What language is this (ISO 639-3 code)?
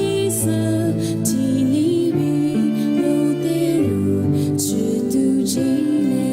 lis